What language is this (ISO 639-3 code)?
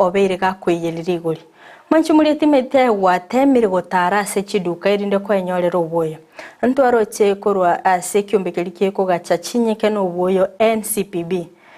guz